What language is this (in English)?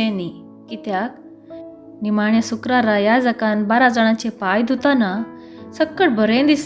Konkani